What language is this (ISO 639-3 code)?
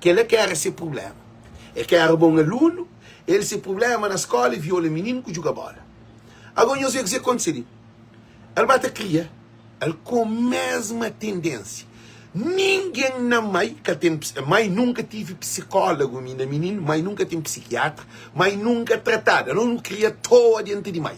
kea